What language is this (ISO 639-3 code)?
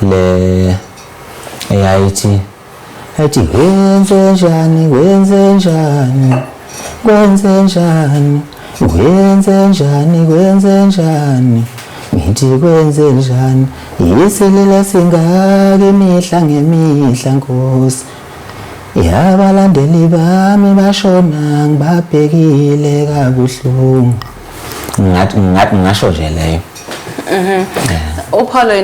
zul